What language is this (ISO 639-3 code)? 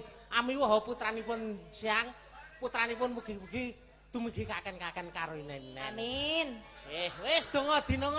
jav